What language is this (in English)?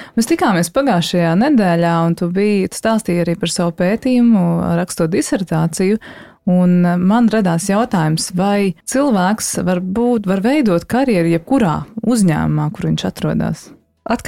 Latvian